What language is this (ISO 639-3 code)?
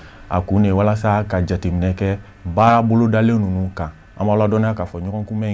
bam